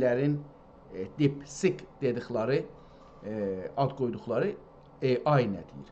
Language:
South Azerbaijani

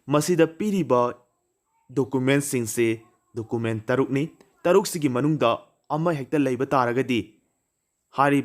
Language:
Manipuri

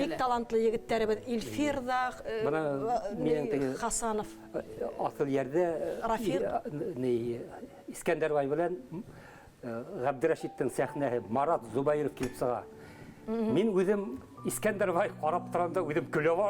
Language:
Bashkir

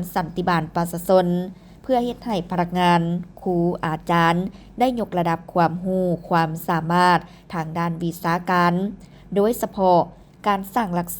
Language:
Lao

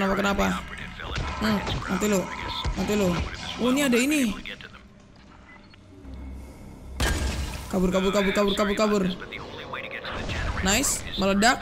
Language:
Indonesian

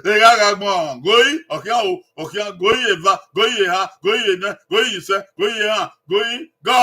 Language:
Bini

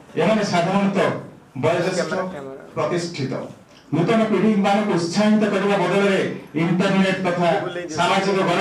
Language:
Odia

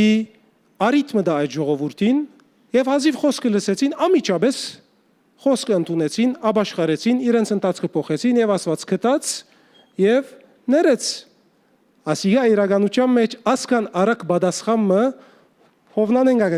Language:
Western Armenian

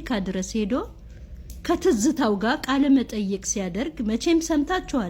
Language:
Amharic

